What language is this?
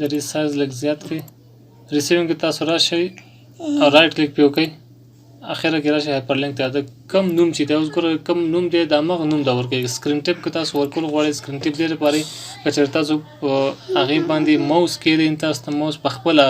Pashto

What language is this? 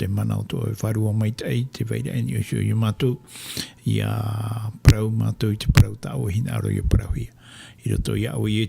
Tahitian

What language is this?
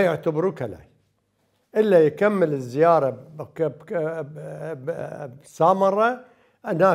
Mesopotamian Arabic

